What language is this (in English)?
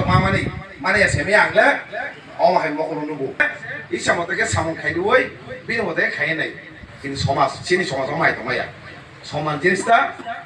Kok Borok